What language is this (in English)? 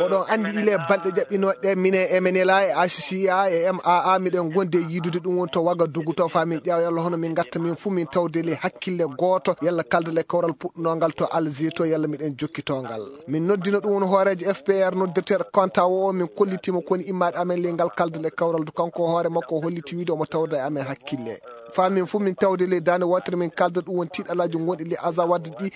Fula